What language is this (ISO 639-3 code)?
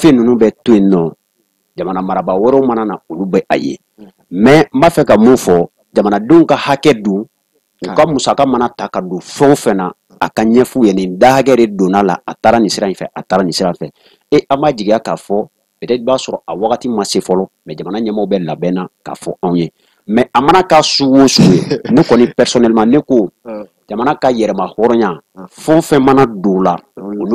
bam